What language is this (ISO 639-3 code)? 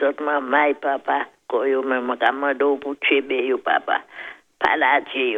acf